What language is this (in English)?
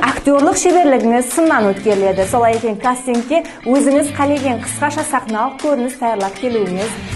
Kara-Kalpak